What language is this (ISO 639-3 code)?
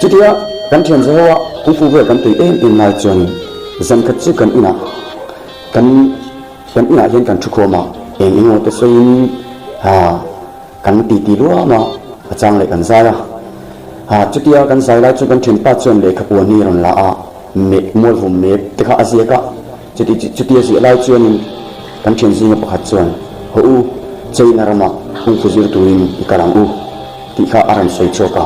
lus